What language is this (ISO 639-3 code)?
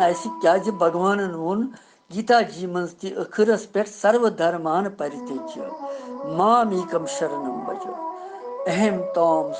kas